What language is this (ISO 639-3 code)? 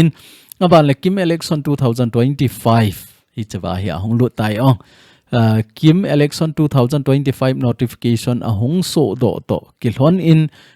tcz